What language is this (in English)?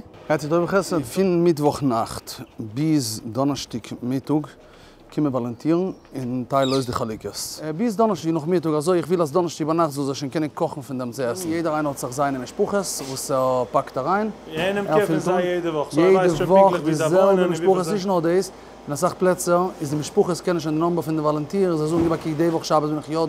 Yiddish